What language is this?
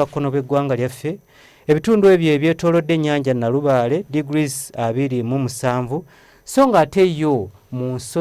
Ganda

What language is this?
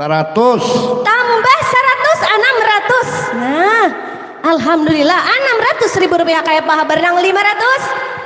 Banjar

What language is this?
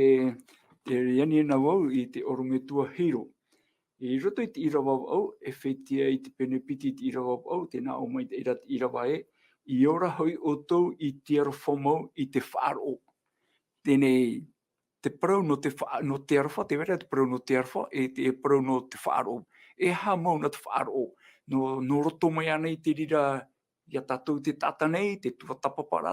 Tahitian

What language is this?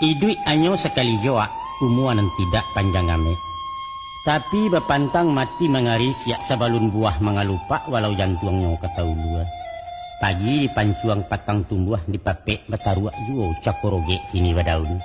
Minangkabau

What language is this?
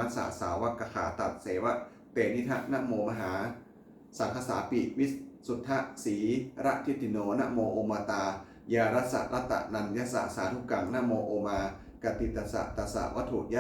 Pali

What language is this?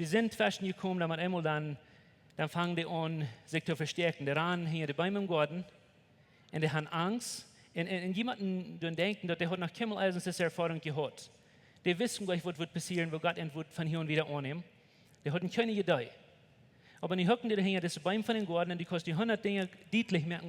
Plautdietsch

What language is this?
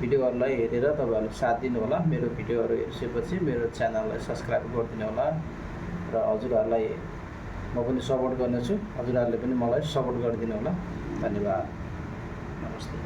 Nepali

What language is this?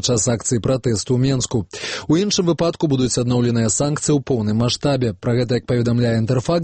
Belarusian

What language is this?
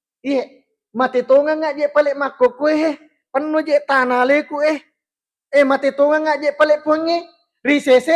Buginese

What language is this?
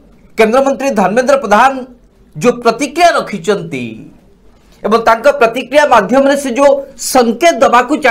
Odia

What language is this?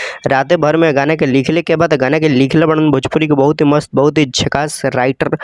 Bhojpuri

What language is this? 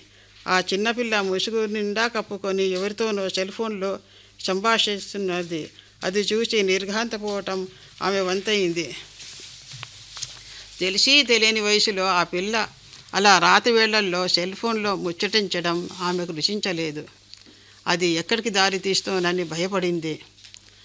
Telugu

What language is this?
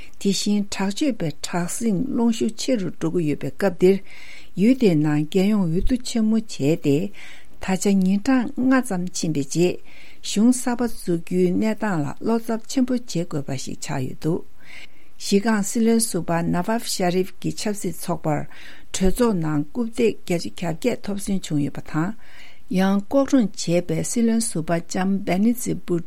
Tibetan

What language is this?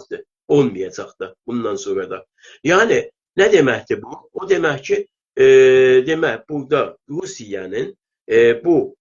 South Azerbaijani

